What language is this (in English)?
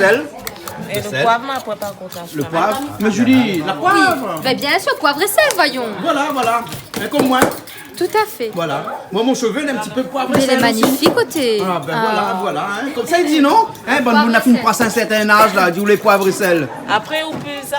Réunion Creole French